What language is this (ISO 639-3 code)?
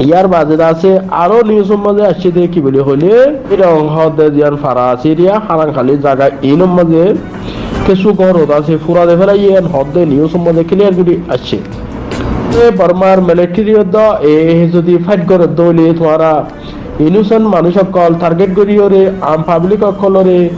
rhg